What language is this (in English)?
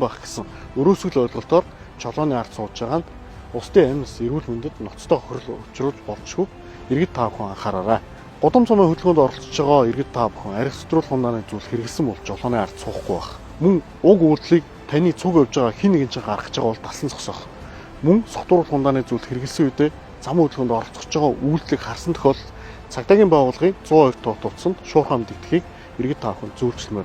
Mongolian